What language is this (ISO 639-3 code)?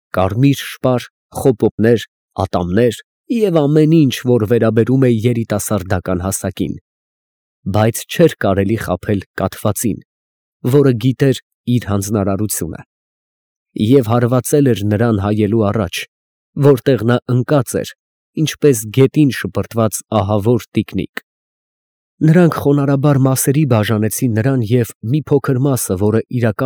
hye